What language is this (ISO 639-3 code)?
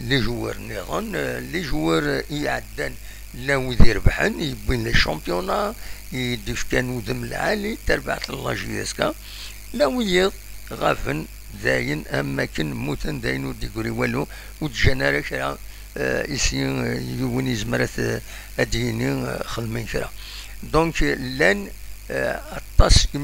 kab